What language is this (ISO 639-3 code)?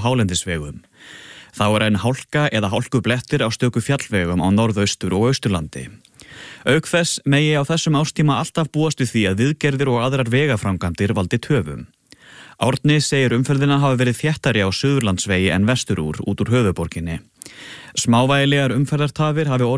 isl